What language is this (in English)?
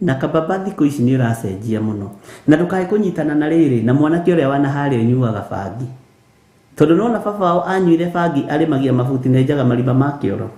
Kikuyu